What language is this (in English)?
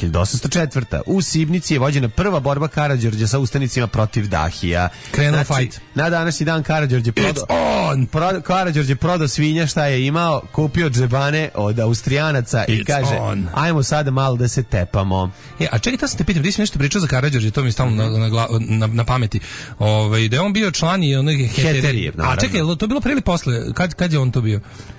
Serbian